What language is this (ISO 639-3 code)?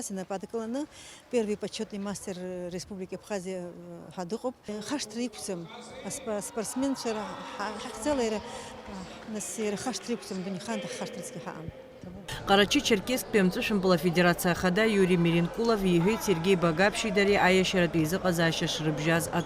abk